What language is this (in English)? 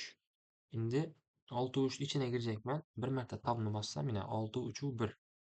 Uzbek